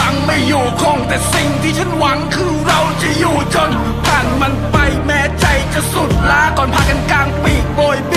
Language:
Thai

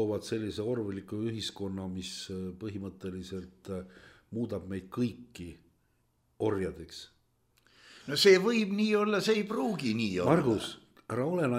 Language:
Estonian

